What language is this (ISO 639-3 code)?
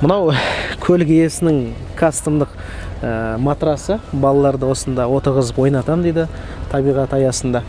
kaz